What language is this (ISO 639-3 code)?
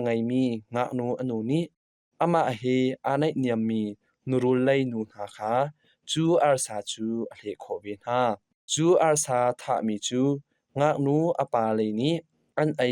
cnh